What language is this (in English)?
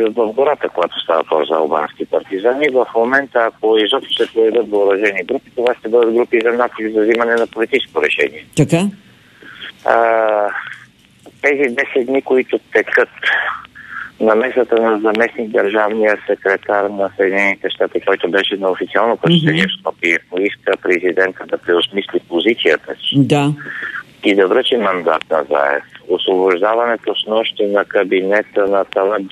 Bulgarian